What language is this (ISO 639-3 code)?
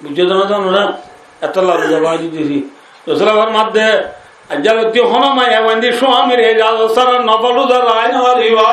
rhg